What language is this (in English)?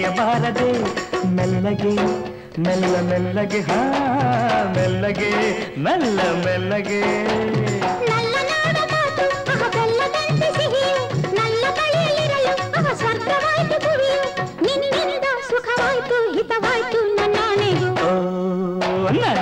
Kannada